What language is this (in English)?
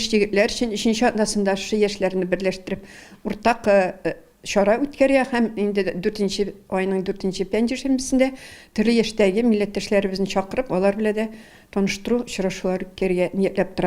Tatar